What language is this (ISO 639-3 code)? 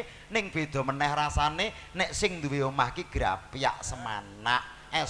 jav